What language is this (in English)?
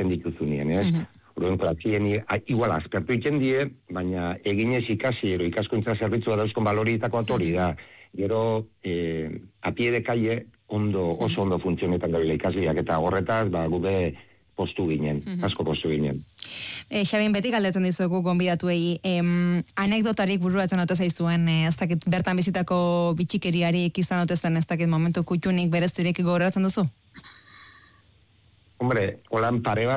Basque